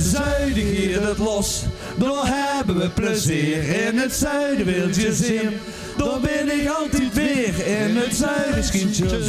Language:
Limburgish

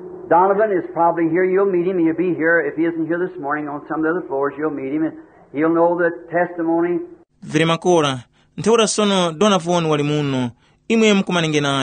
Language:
Tumbuka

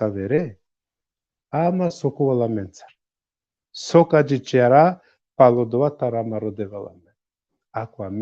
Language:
Balkan Romani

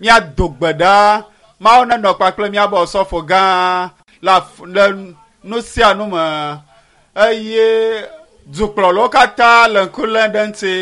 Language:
Ewe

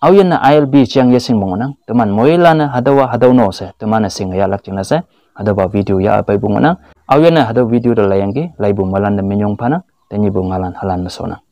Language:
Konyak Naga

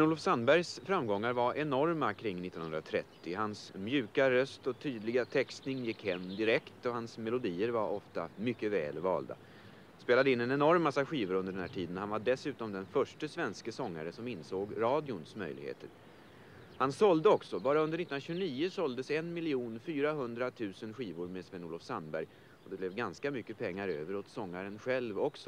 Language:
Swedish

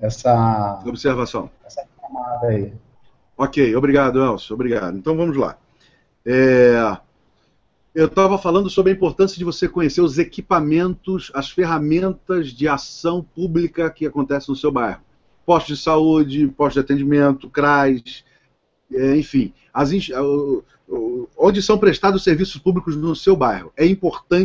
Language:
Portuguese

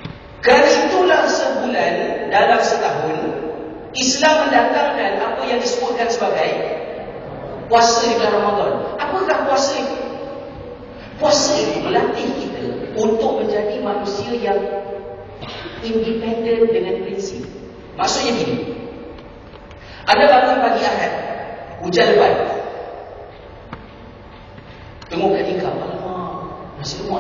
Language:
Malay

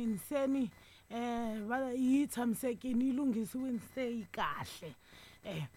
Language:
Tsonga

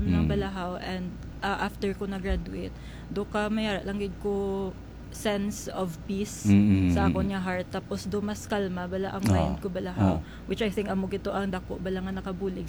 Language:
Hiligaynon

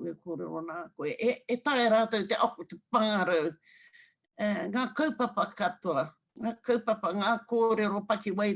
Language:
Māori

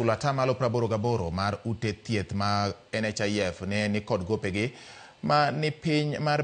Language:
Luo (Kenya and Tanzania)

